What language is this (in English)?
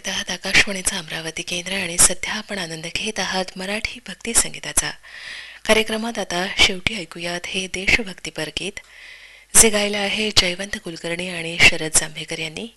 Marathi